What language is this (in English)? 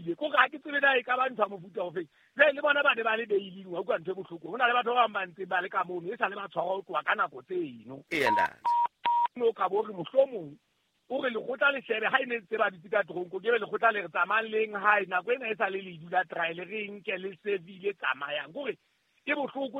Southern Sotho